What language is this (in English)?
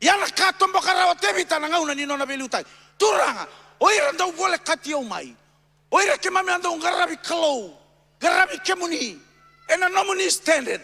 Fijian